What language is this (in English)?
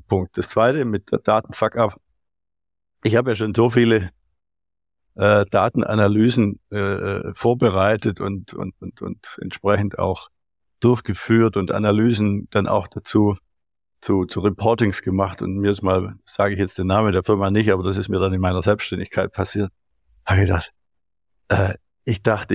German